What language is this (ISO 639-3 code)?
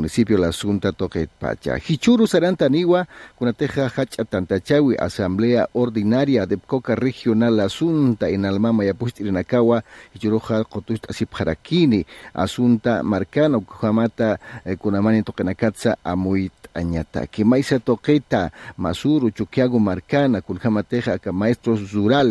aym